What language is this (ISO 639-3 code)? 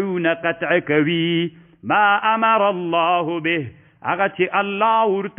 pus